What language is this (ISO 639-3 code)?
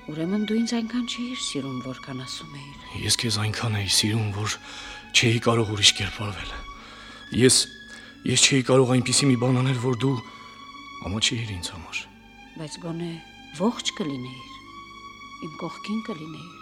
hye